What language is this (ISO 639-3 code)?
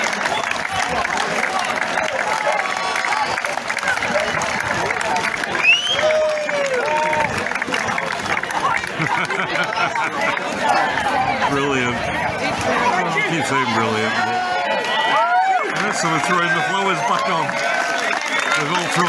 eng